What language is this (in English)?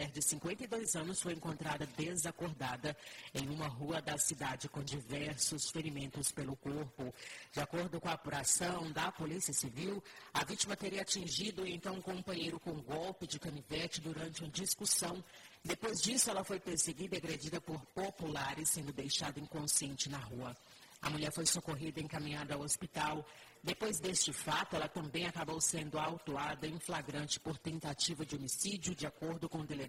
Portuguese